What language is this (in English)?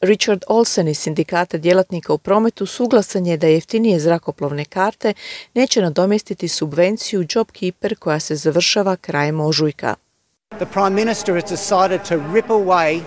Croatian